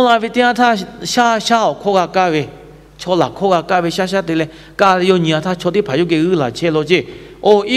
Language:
Lahu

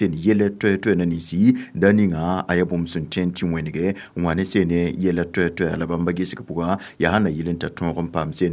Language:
Mossi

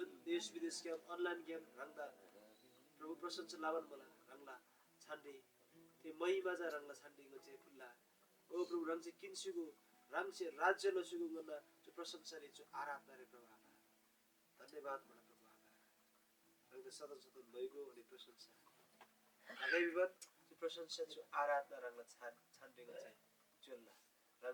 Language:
Eastern Tamang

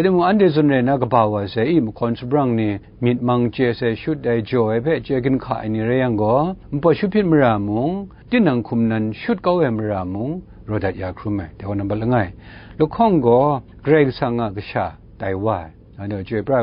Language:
Kachin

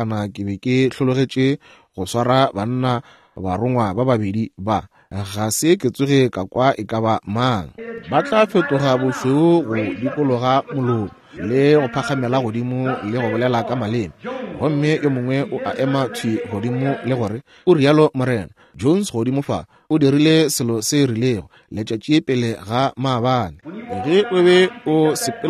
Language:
Northern Sotho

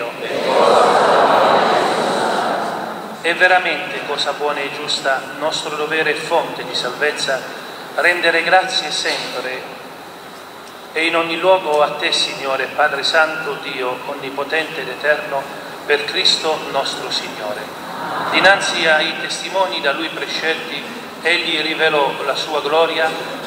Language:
Italian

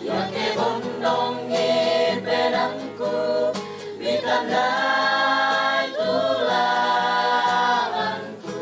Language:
Toraja-Sa'dan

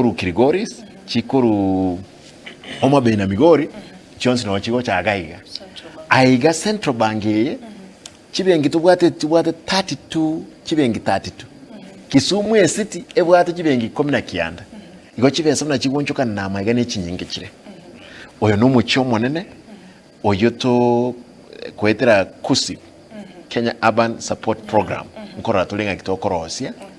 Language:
Gusii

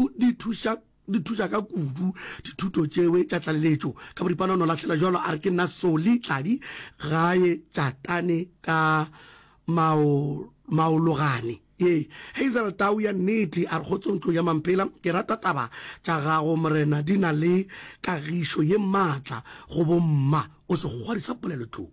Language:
Northern Sotho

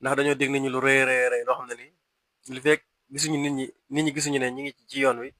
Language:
Wolof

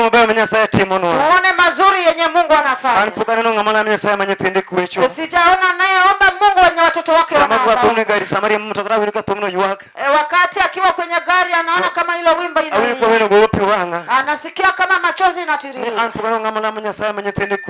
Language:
Luo (Kenya and Tanzania)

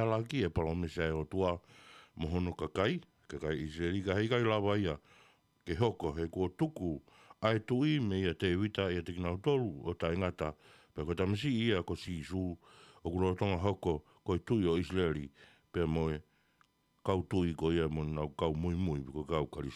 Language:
Tongan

